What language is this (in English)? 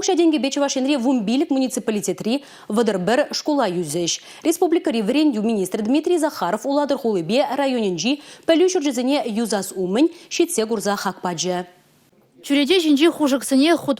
Chuvash